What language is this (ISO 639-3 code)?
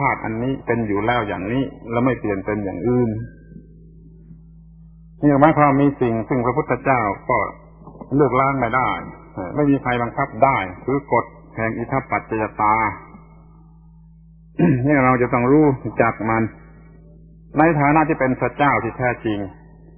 tha